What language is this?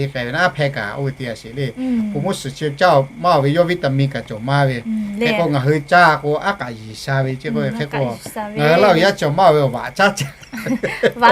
Lahu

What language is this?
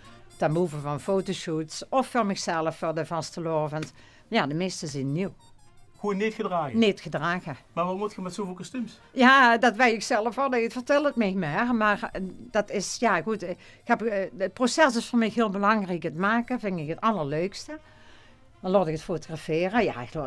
Limburgish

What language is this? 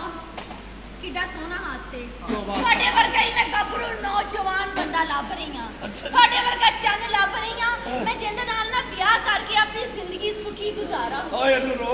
Punjabi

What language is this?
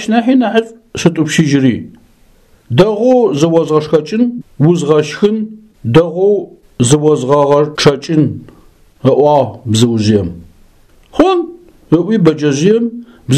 Adyghe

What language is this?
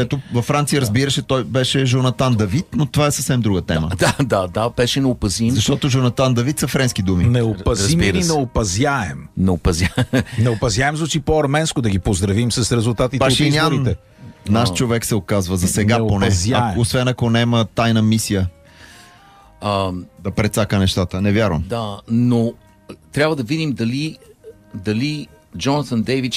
Bulgarian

